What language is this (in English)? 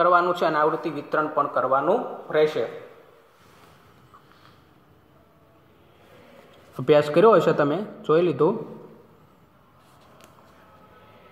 Gujarati